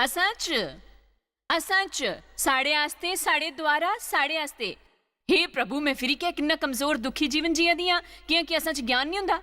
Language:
Dogri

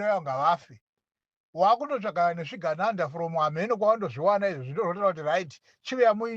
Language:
Shona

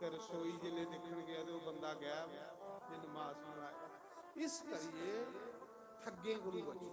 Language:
Dogri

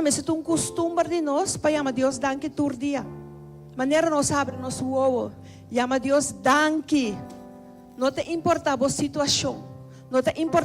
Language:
Papiamento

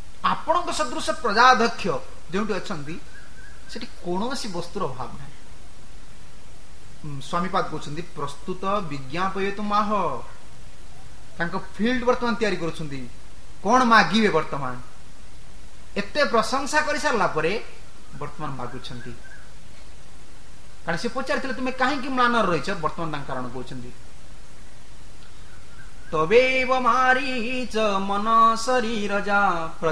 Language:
Odia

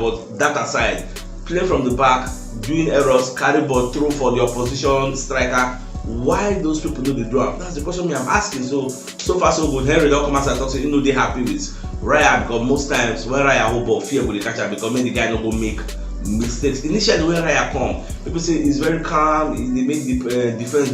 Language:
Nigerian Pidgin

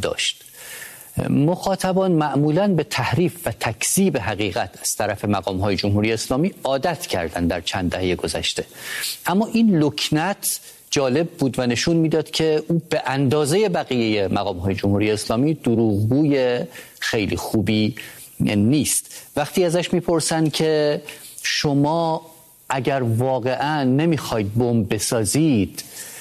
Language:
Persian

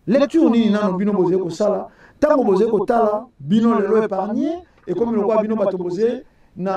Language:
Lingala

